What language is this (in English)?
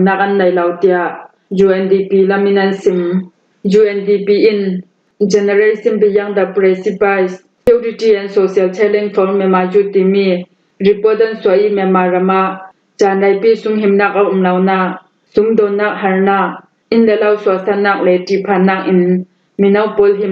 Falam Chin